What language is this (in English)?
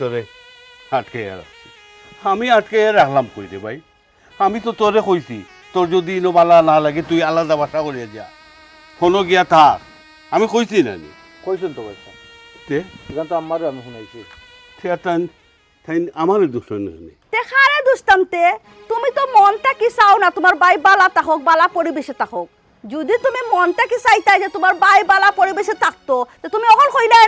Sylheti